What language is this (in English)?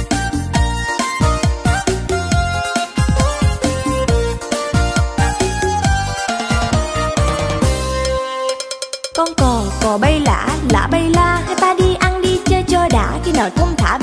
Vietnamese